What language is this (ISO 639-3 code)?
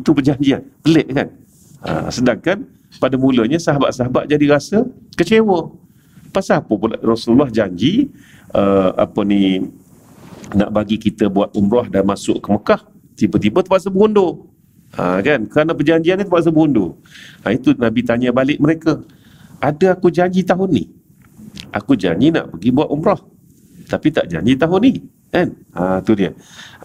msa